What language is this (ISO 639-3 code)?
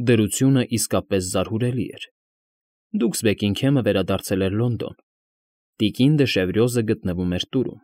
hye